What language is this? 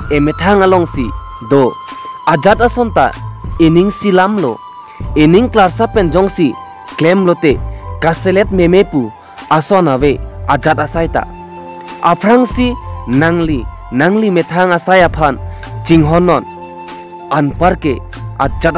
Karbi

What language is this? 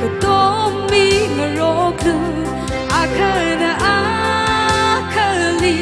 Tangkhul Naga (India)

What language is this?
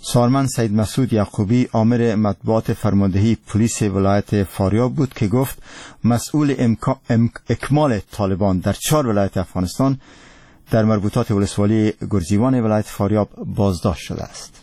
Persian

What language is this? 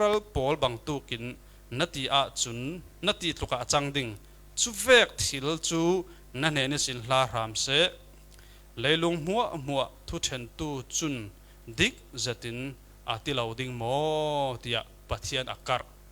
Falam Chin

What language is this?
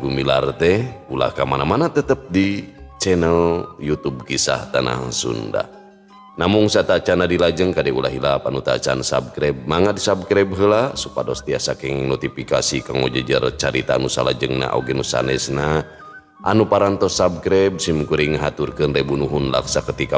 Sundanese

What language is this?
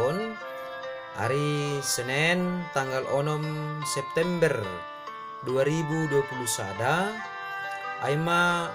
Batak Simalungun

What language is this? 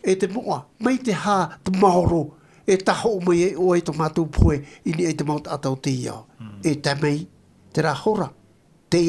Tahitian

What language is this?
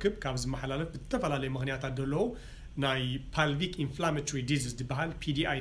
Tigrinya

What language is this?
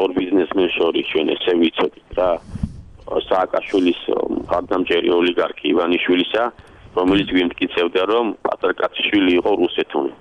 Georgian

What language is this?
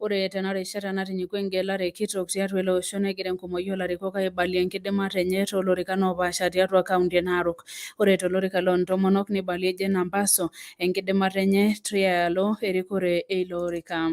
Masai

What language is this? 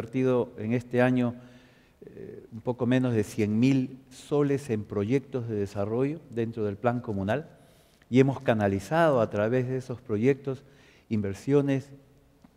Spanish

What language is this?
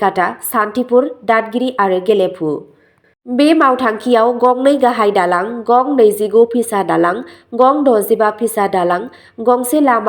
Bodo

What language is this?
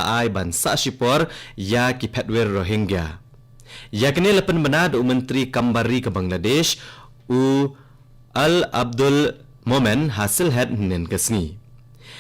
Khasi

